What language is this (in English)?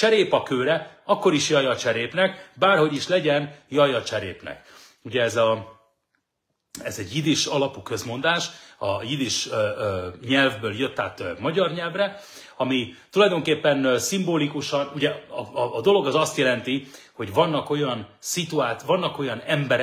Hungarian